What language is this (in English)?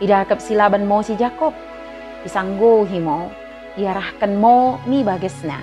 Batak Dairi